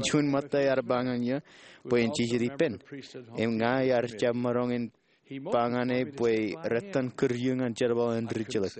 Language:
Marshallese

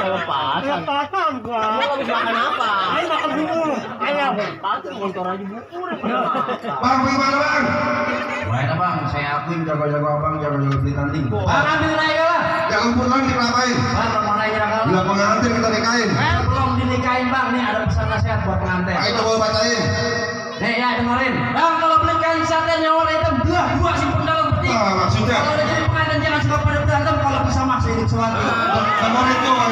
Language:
Betawi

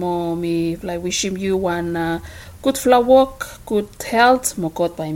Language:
Bislama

